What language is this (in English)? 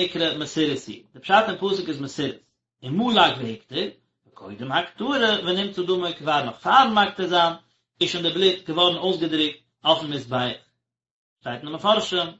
Yiddish